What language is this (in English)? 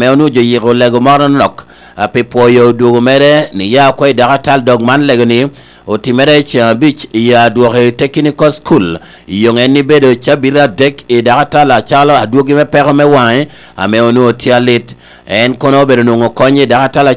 Lango (Uganda)